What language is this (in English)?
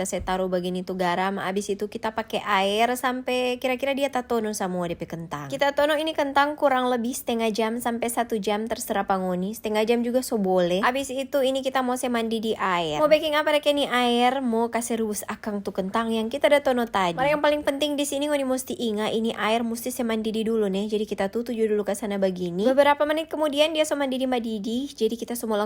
Manado Malay